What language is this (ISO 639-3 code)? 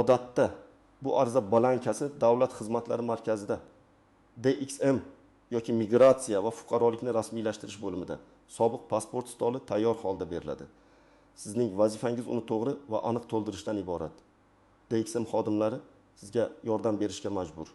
uzb